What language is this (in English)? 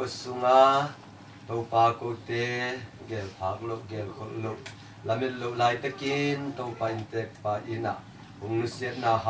Tedim Chin